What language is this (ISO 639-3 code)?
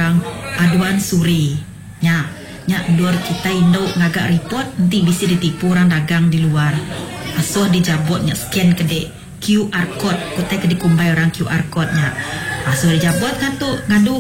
iba